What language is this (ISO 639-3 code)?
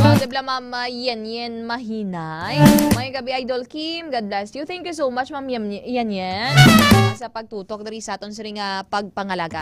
hil